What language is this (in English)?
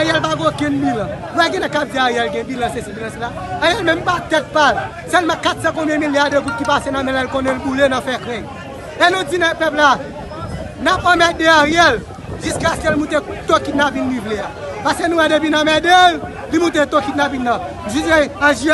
Haitian Creole